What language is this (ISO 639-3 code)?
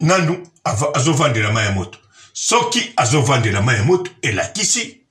lin